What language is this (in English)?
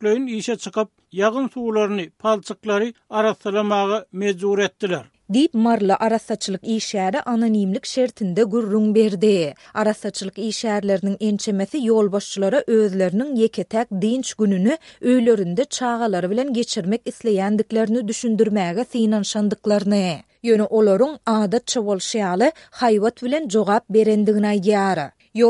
Turkmen